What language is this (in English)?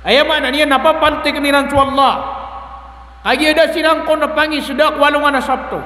Maranao